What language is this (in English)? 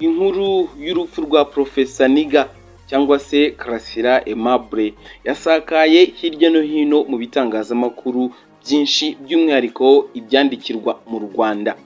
Kinyarwanda